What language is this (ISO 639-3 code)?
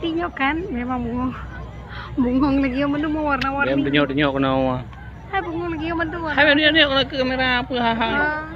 ace